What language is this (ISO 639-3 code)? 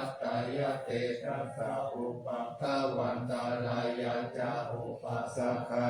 pli